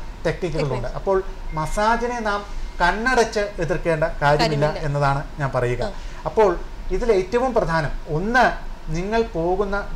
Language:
Malayalam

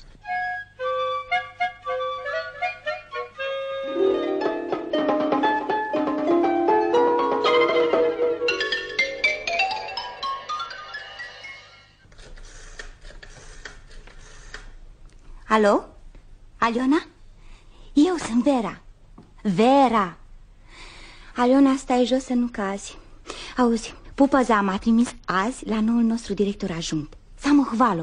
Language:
Romanian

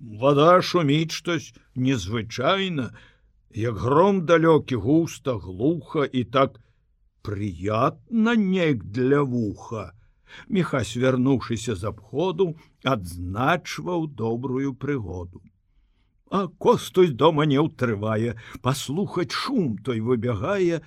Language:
Belarusian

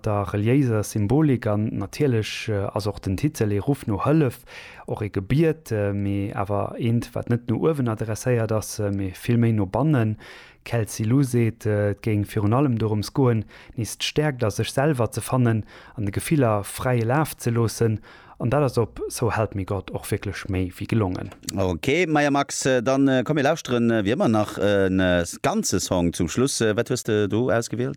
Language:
Luxembourgish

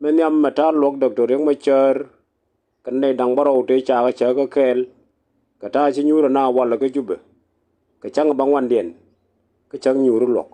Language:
Nuer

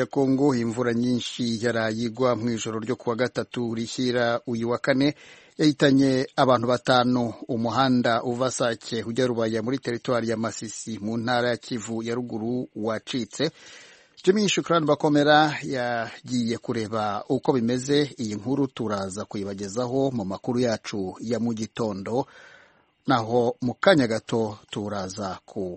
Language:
Kinyarwanda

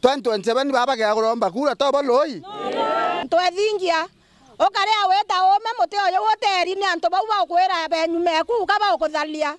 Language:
Meru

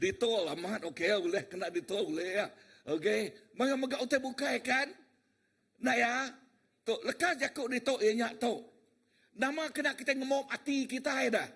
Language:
Iban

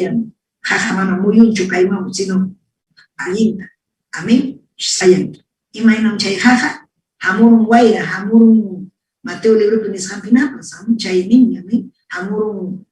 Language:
Ayacucho Quechua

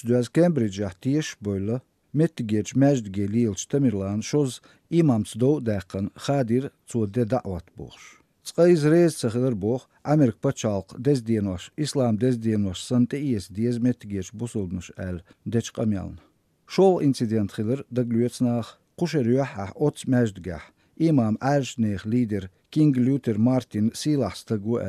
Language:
Chechen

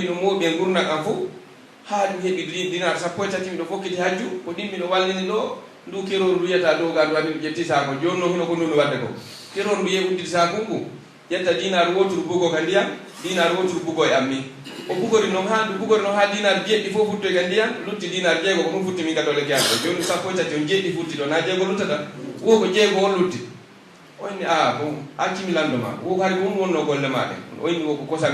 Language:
Pular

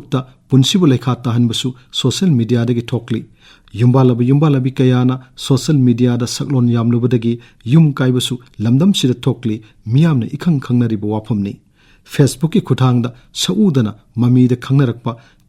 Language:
Manipuri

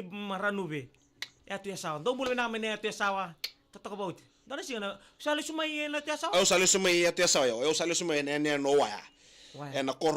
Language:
Fijian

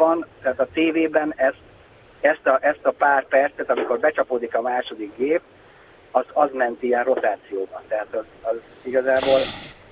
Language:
Hungarian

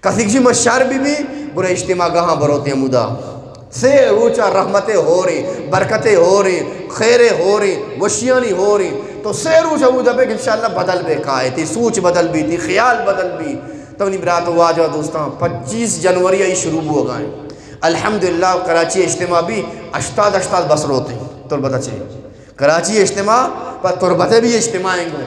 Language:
Eastern Balochi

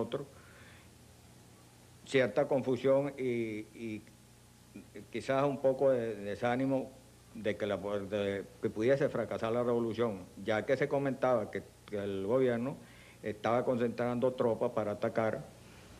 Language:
Spanish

